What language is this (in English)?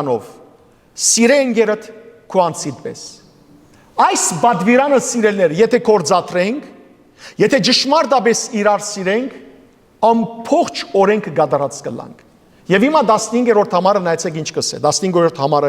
Western Armenian